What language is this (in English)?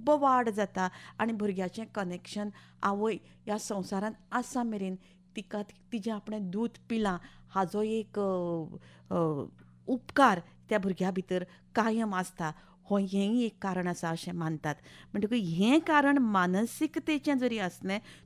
Konkani